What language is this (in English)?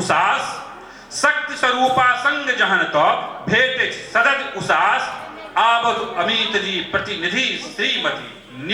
Maithili